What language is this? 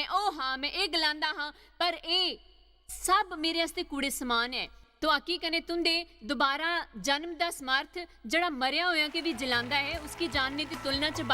Dogri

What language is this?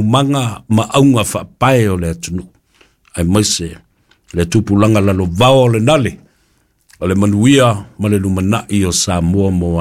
Samoan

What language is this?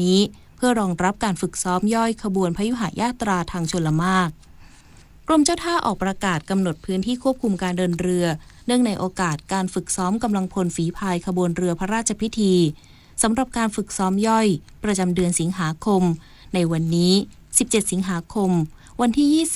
Thai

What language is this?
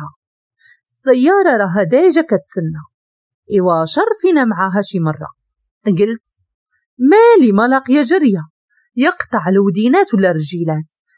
Moroccan Arabic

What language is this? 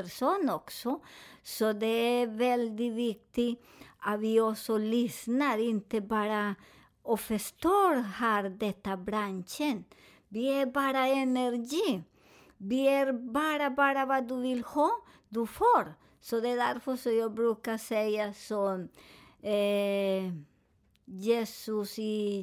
Swedish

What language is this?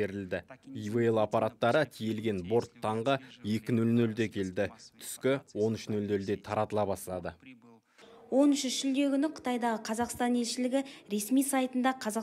Kazakh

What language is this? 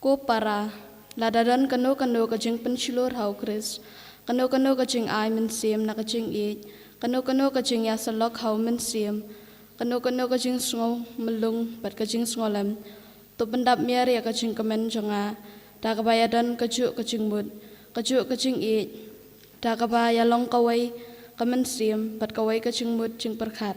Khasi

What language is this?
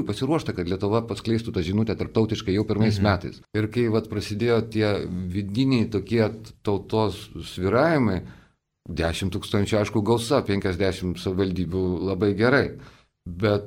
Lithuanian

